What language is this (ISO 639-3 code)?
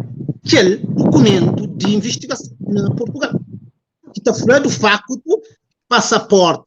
kea